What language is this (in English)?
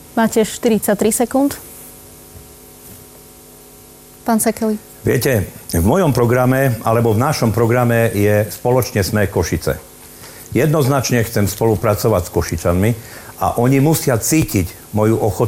Slovak